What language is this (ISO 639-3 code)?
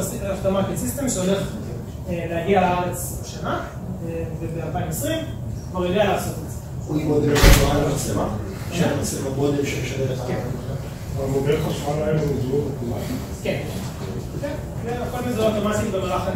heb